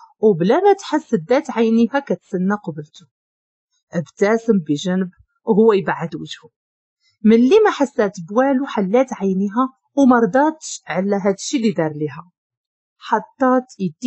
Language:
Moroccan Arabic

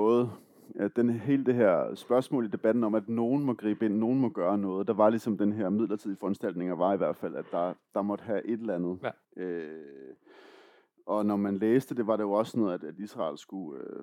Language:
Danish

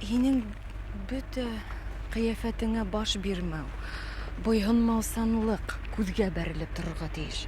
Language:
Bashkir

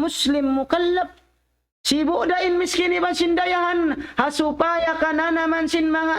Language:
Tausug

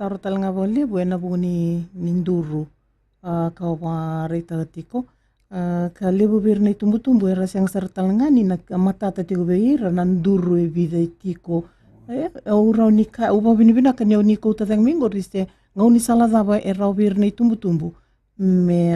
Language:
Fijian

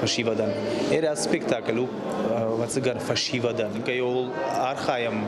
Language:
Ossetic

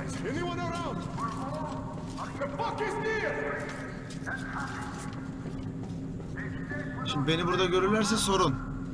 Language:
Turkish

